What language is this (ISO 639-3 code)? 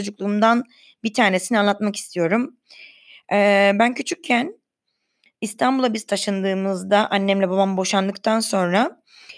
tur